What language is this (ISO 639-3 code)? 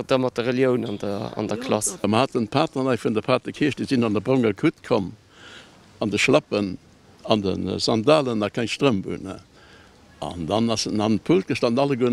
ltz